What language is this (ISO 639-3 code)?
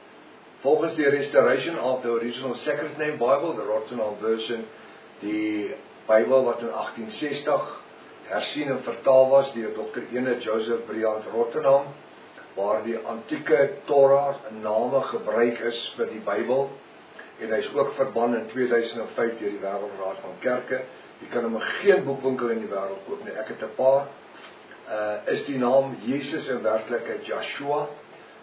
afr